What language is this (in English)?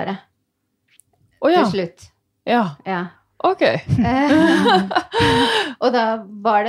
Norwegian